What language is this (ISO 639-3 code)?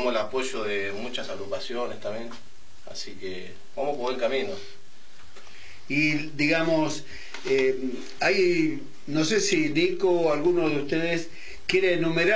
spa